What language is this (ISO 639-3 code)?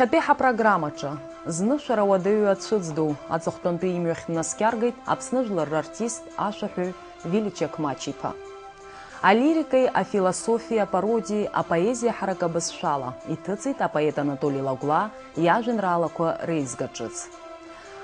abk